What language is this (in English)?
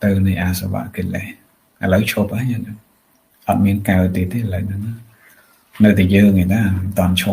Khmer